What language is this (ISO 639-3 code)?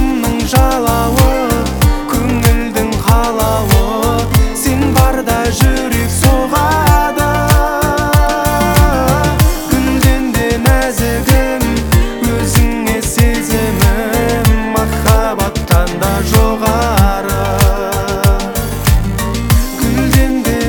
kaz